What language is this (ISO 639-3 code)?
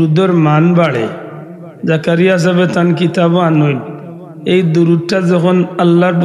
syl